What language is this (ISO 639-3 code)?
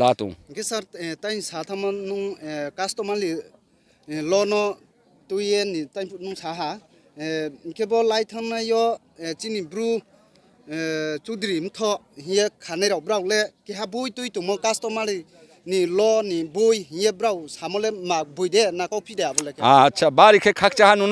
ria